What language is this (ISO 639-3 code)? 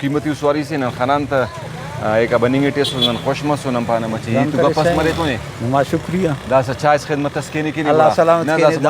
brh